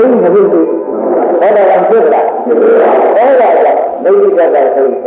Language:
Burmese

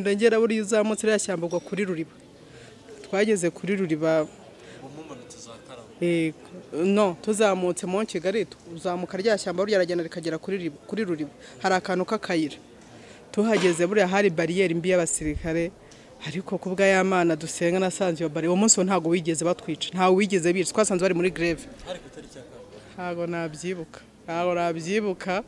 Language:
Kinyarwanda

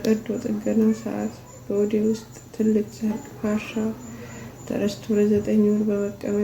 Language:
Amharic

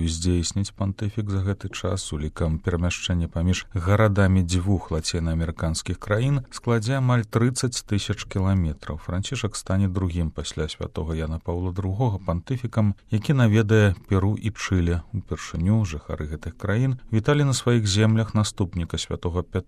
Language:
Belarusian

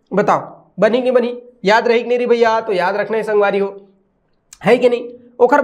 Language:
Chhattisgarhi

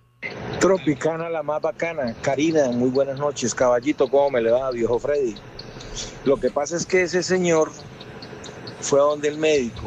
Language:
Spanish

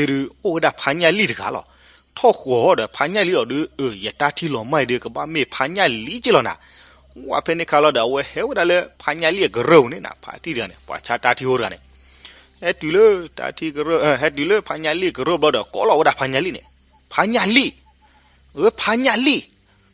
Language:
S'gaw Karen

